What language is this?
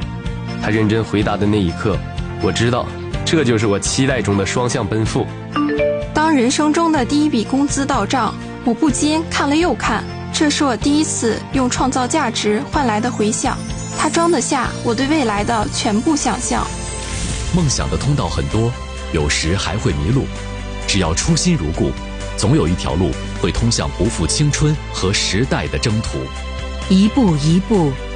Chinese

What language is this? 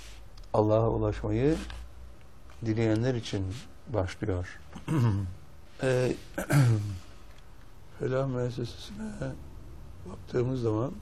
Turkish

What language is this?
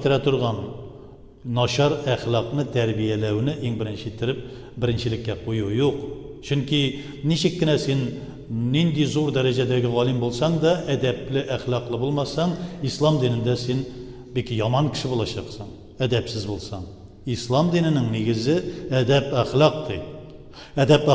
Tatar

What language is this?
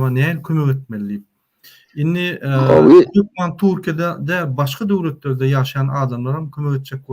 Turkmen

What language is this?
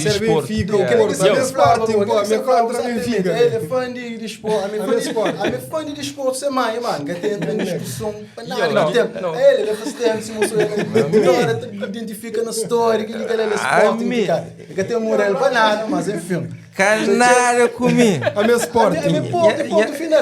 Kabuverdianu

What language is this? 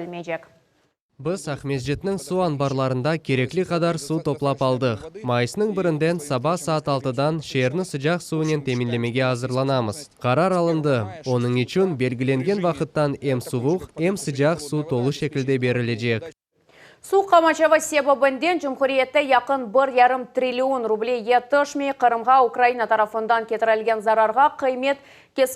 Crimean Tatar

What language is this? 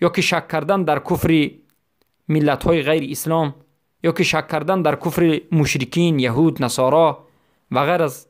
Persian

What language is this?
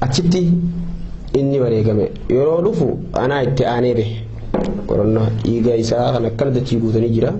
Oromo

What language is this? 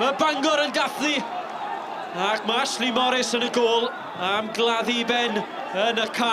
Welsh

